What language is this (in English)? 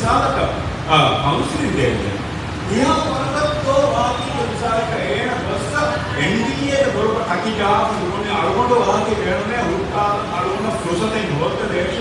Divehi